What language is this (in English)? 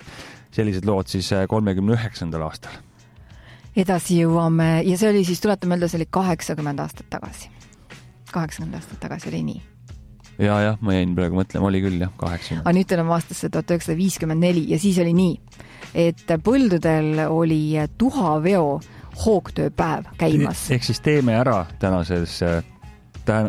Estonian